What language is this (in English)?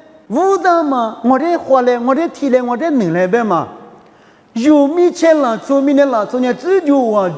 Lisu